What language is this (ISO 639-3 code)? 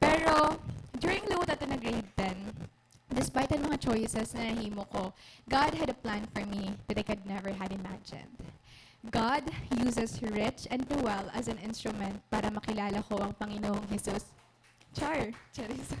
war